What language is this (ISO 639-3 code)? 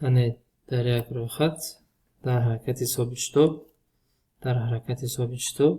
tgk